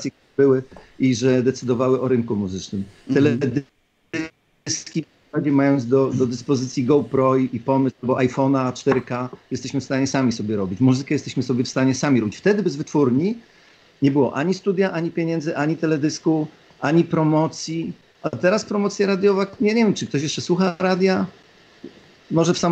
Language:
Polish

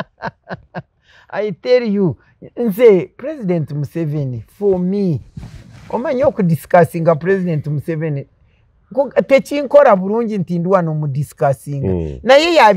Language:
Ganda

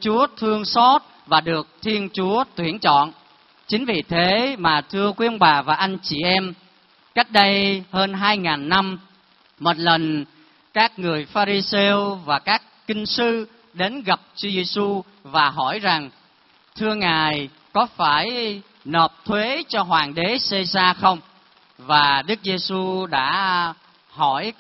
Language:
Vietnamese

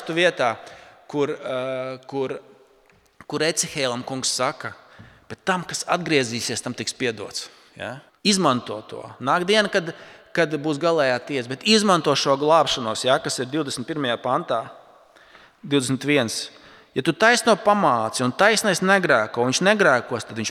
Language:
Latvian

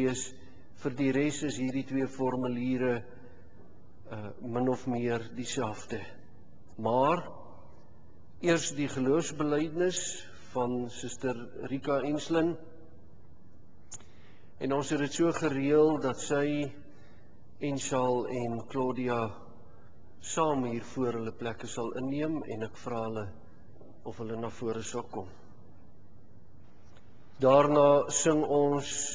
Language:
Afrikaans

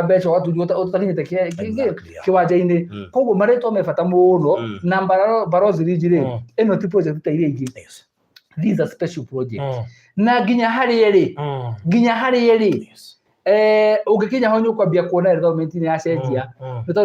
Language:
Kikuyu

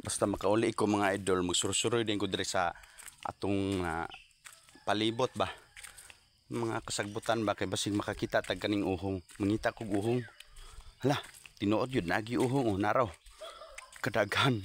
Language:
Cebuano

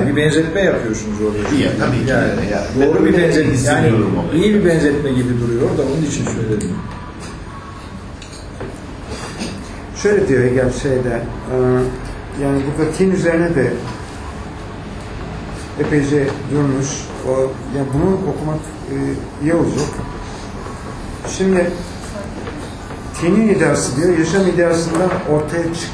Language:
Turkish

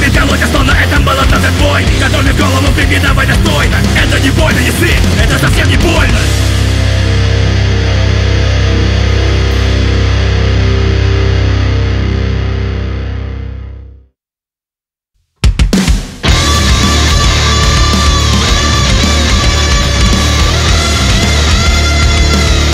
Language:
Russian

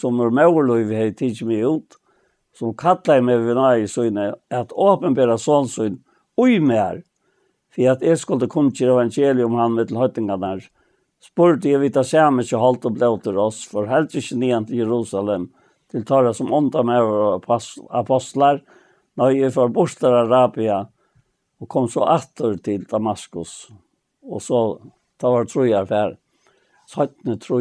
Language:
Faroese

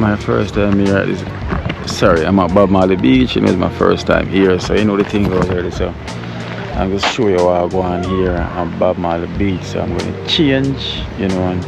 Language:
Jamaican Creole English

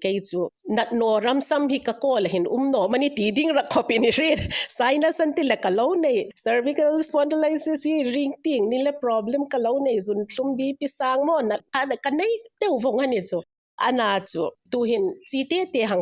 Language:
Hmar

